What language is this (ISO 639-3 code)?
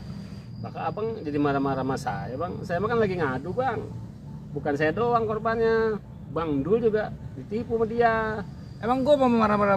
bew